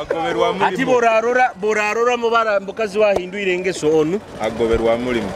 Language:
Nyoro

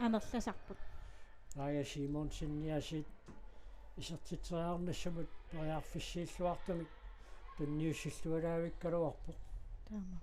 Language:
Kalaallisut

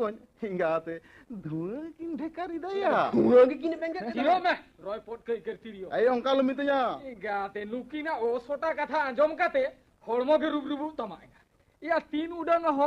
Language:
Santali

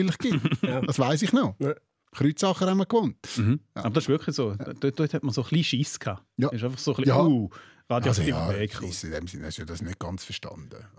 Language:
Swiss German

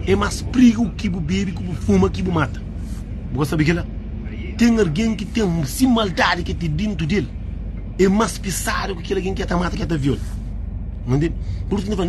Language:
Kabuverdianu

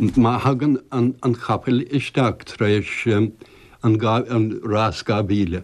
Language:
Irish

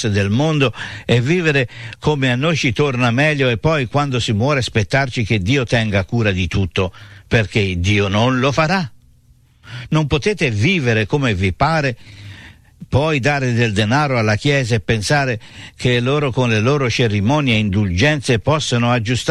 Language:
Italian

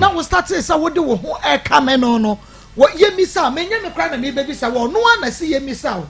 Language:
Akan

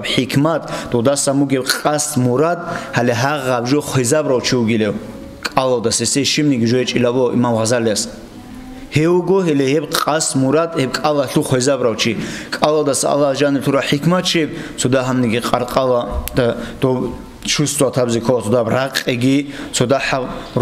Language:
Avaric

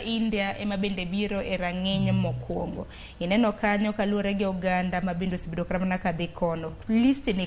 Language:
Luo (Kenya and Tanzania)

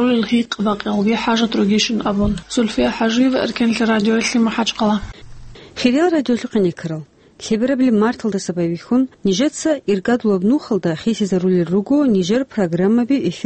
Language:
Avaric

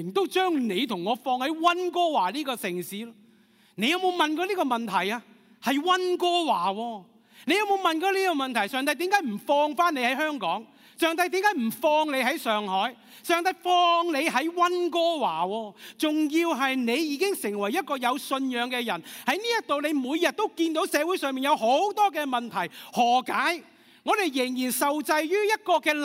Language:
Cantonese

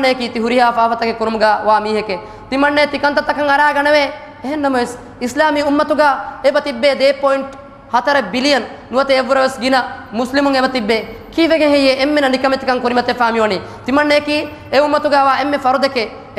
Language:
Divehi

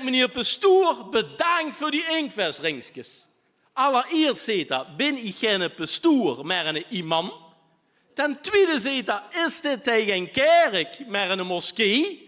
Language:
Limburgish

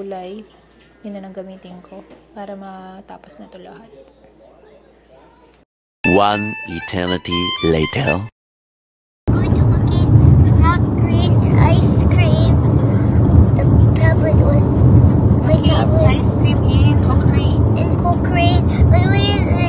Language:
Filipino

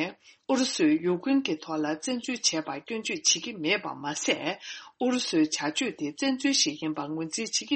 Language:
Tibetan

